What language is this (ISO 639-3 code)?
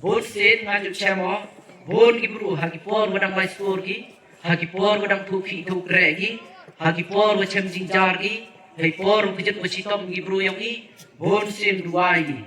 kha